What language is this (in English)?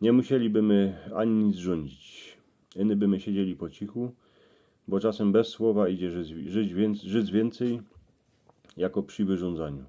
Silesian